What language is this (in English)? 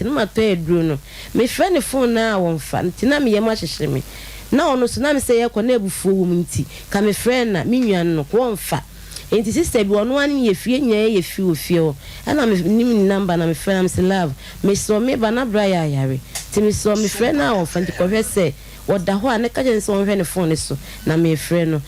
Akan